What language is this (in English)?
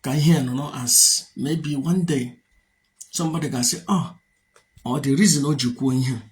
Igbo